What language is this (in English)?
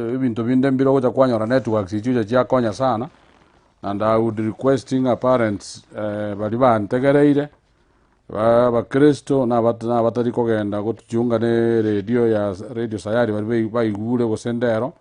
Gusii